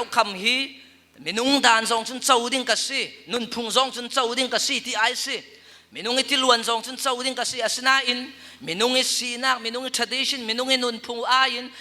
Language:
Falam Chin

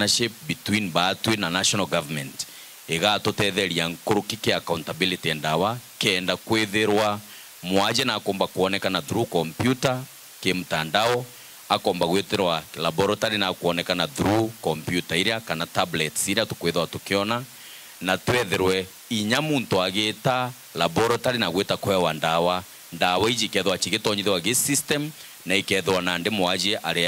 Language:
Meru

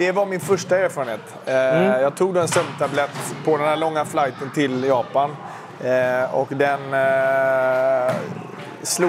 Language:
Swedish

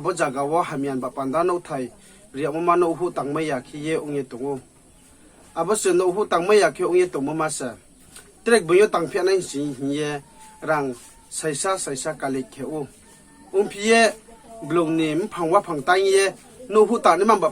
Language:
Riang (India)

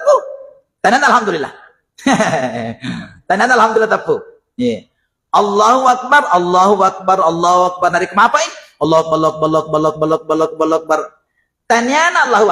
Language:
Buginese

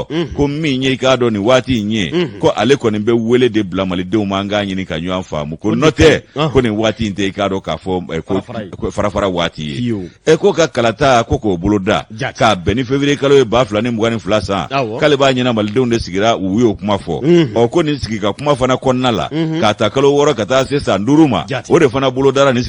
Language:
Bambara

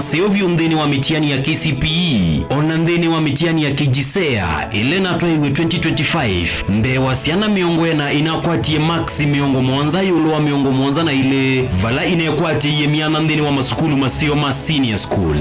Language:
Kamba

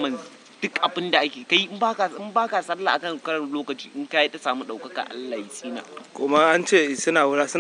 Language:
Hausa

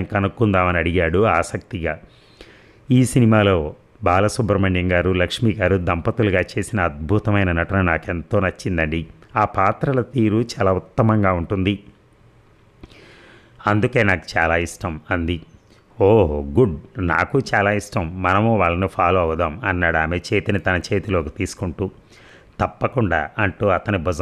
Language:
Telugu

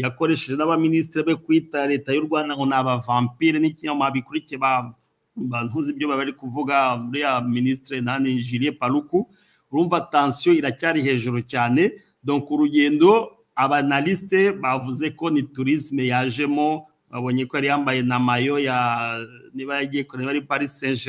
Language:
Kinyarwanda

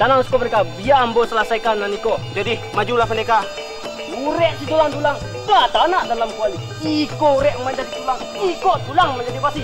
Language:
Minangkabau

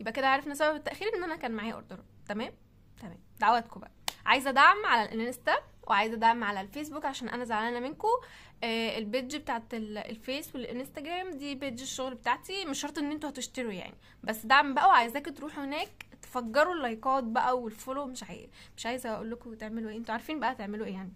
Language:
Egyptian Arabic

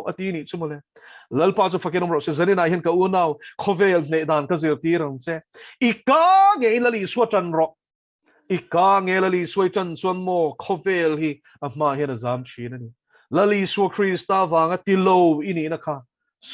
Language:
Mizo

